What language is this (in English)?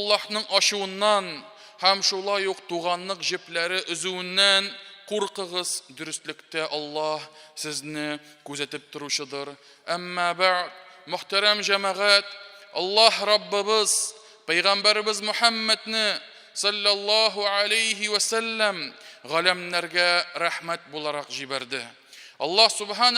Tatar